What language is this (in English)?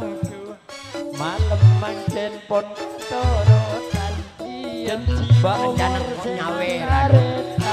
Madurese